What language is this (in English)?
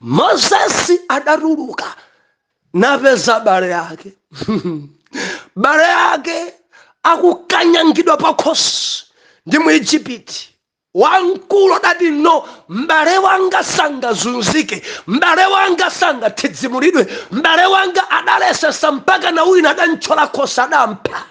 Nyanja